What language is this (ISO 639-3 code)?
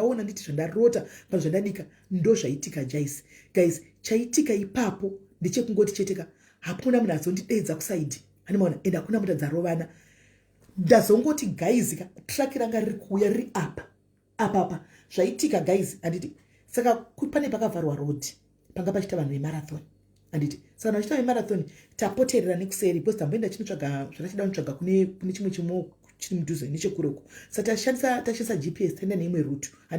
sna